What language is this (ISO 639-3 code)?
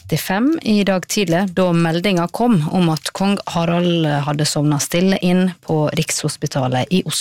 nor